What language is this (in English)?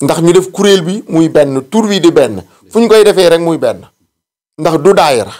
Wolof